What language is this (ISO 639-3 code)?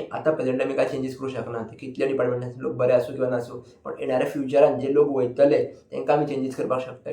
kok